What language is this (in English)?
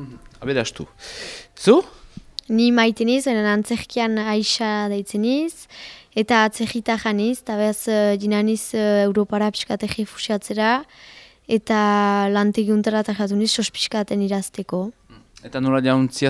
Basque